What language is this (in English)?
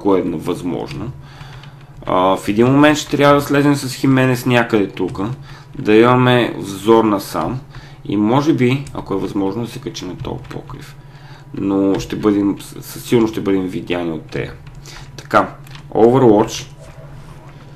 Bulgarian